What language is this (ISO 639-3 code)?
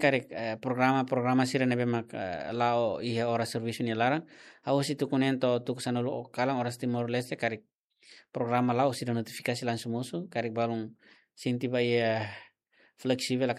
tet